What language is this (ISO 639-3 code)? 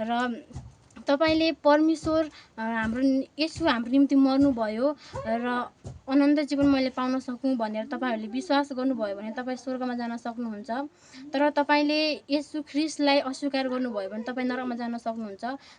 nep